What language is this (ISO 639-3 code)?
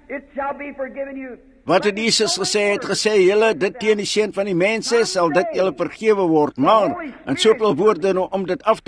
afr